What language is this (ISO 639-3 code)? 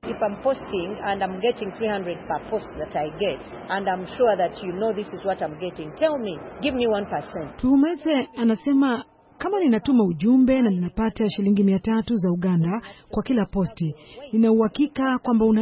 swa